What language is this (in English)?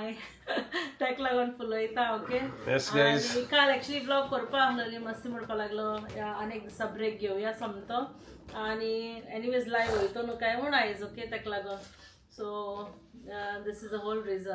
Konkani